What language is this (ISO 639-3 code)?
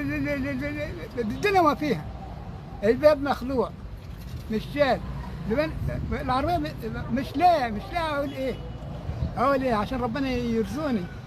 arz